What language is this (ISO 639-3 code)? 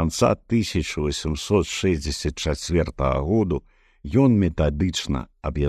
bel